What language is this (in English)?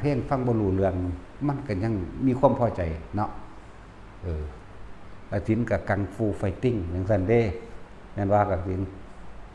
Northeastern Thai